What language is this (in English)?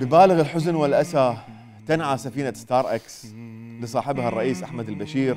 Mesopotamian Arabic